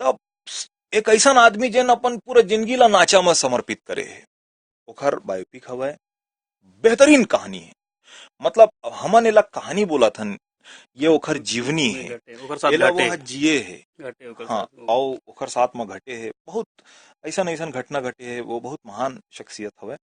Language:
Chhattisgarhi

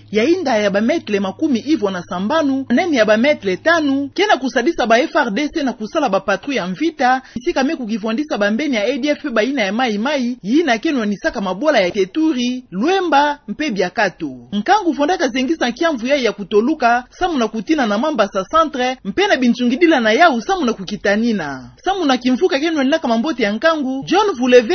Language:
Kituba (Democratic Republic of Congo)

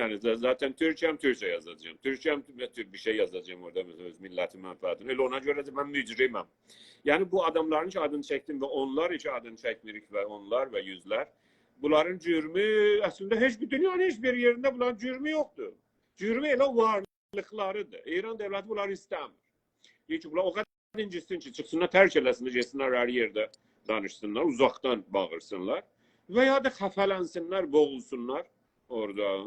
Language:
South Azerbaijani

